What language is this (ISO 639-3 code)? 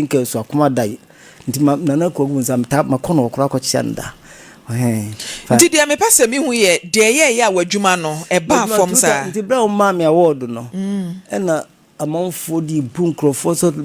aka